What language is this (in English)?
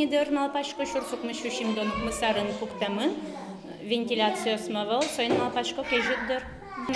Udmurt